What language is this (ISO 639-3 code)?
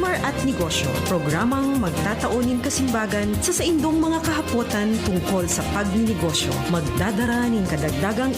bik